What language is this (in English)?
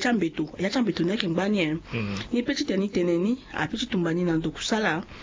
Sango